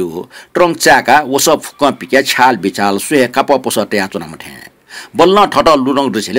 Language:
Newari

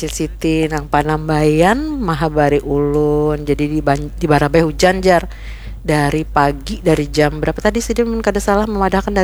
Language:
Banjar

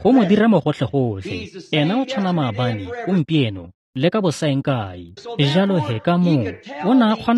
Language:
Tswana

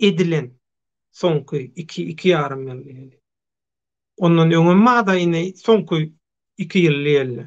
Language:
Turkmen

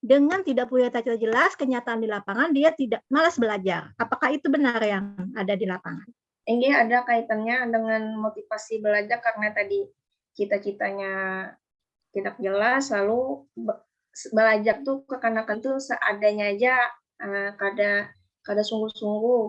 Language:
Banjar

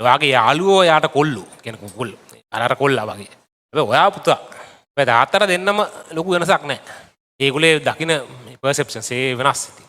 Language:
Sinhala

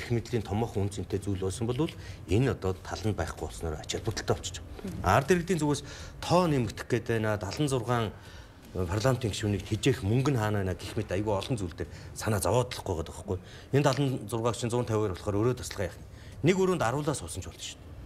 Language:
Mongolian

